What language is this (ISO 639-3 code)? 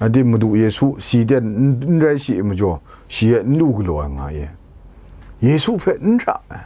kac